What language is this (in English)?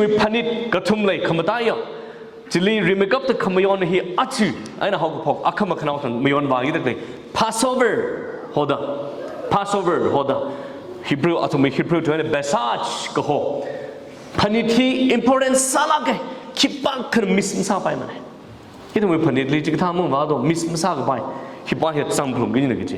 Tangkhul Naga (India)